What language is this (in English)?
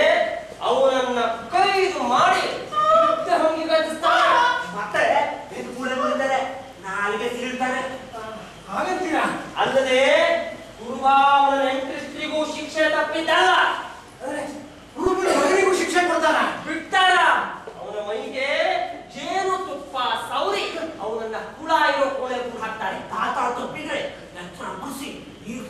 Kannada